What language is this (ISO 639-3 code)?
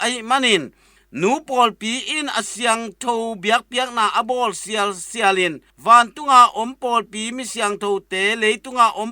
ctd